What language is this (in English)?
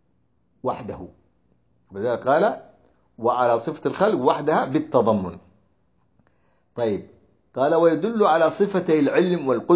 Arabic